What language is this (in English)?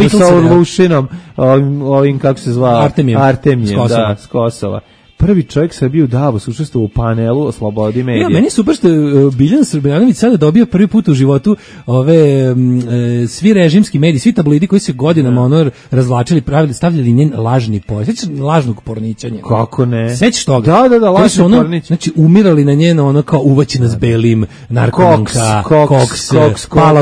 Serbian